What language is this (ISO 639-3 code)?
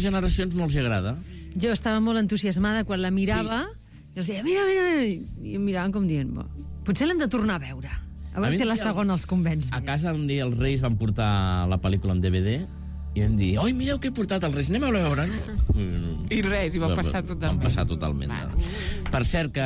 cat